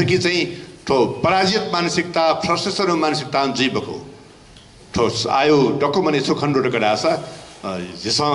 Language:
Newari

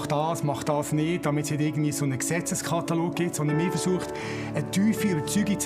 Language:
Swiss German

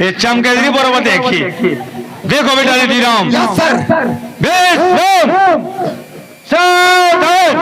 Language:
Chhattisgarhi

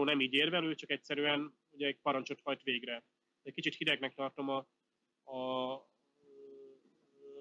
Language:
Hungarian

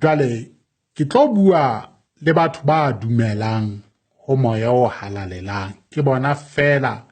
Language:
Southern Sotho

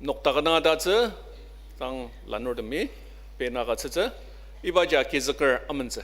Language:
Ao Naga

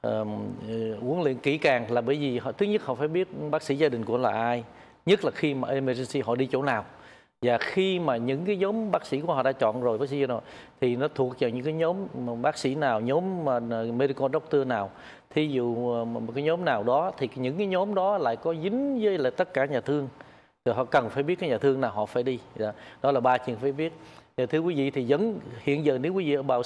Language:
Vietnamese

